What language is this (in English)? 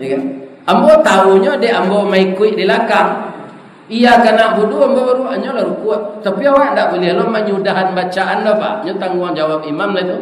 Minangkabau